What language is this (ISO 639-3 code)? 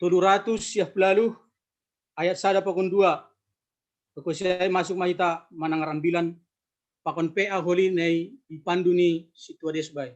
bts